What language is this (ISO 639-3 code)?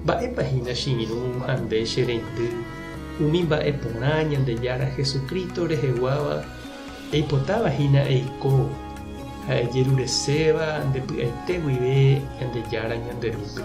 grn